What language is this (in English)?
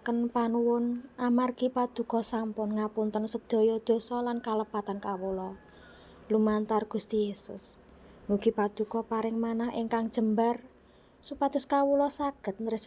Javanese